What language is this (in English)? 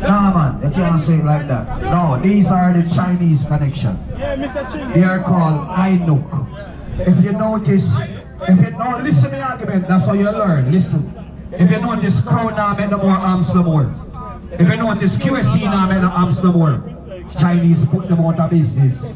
Jamaican Creole English